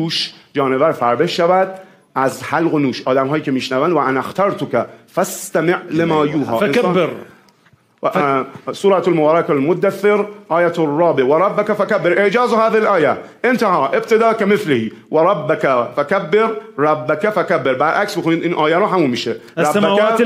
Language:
Persian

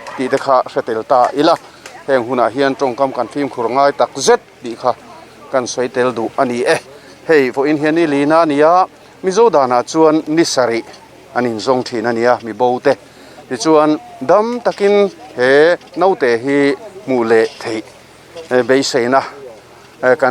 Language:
Mizo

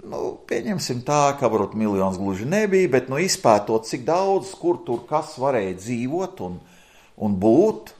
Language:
Latvian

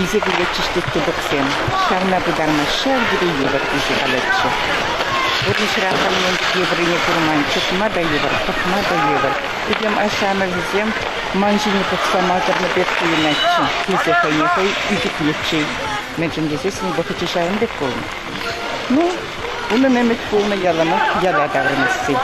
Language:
Chuvash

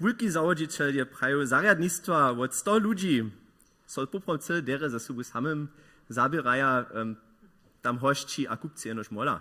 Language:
Upper Sorbian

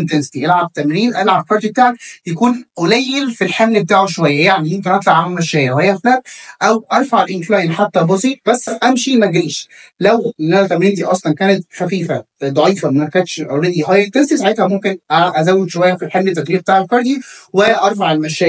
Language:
Egyptian Arabic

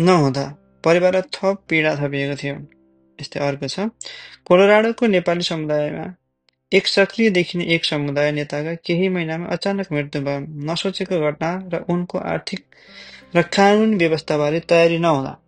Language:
Nepali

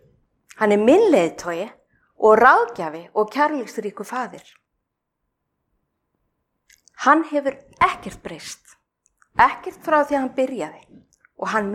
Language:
Icelandic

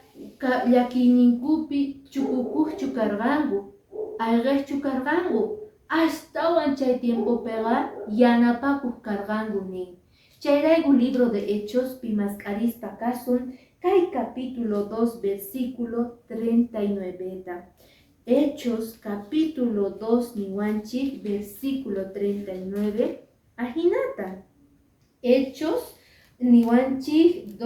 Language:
Quechua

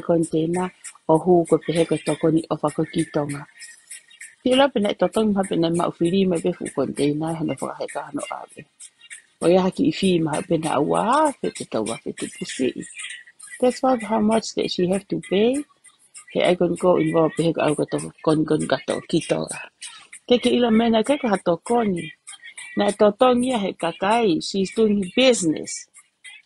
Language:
Tongan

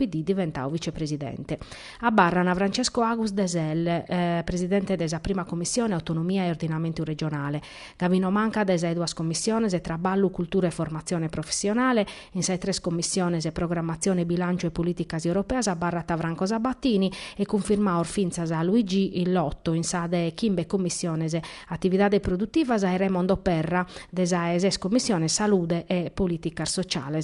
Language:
Sardinian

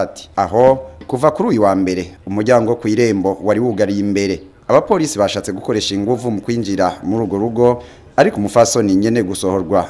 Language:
Rundi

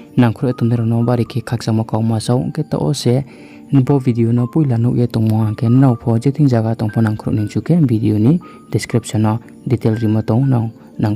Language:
Riang (India)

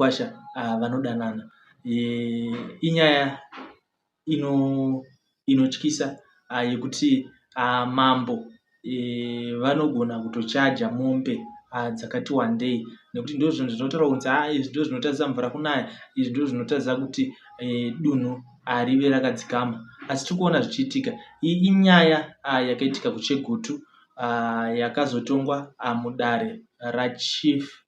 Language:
Shona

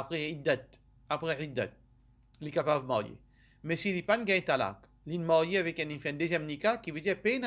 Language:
Morisyen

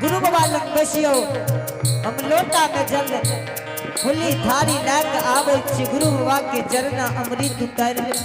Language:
Angika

